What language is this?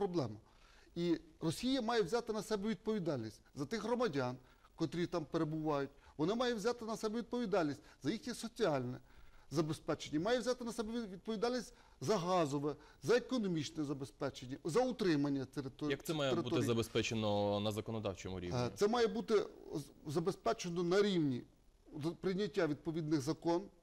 Ukrainian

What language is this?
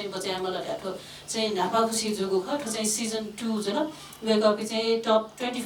Newari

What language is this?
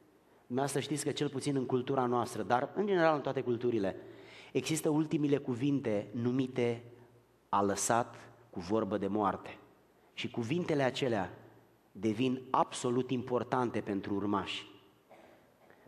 Romanian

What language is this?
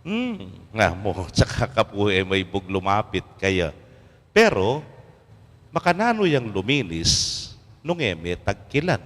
Pampanga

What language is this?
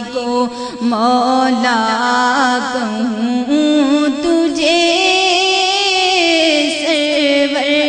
Urdu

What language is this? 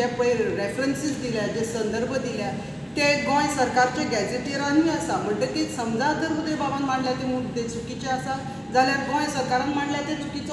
Konkani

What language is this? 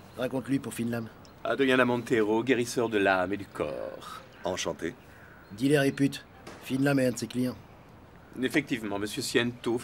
French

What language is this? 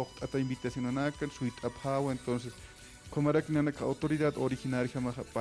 Aymara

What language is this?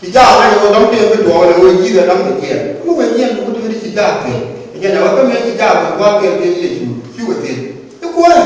Nuer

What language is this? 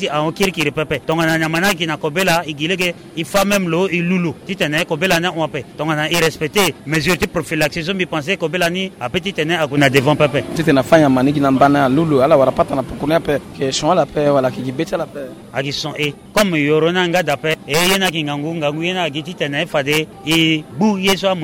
Sango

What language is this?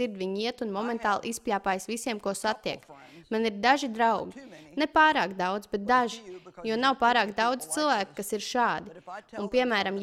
Latvian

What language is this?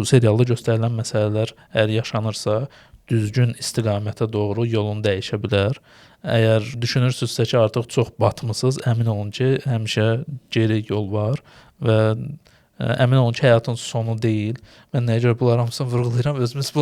Azerbaijani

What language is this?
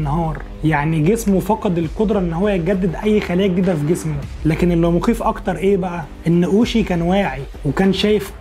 Egyptian Arabic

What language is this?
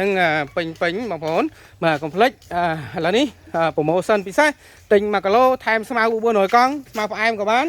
Khmer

